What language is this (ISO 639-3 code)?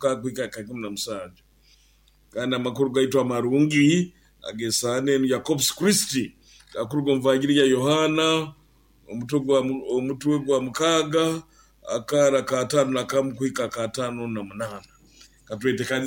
nyo